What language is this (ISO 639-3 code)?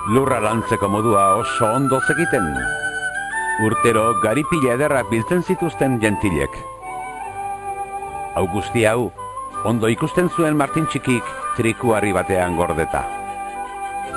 eus